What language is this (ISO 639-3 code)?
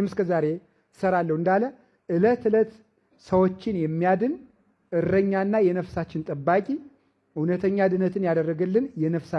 amh